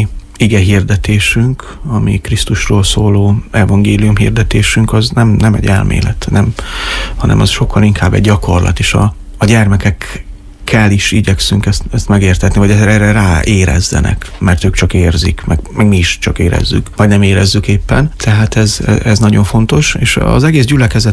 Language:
Hungarian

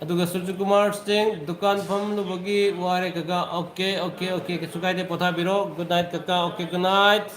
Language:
Manipuri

